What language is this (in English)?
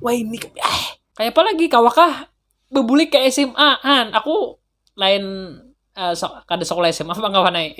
Banjar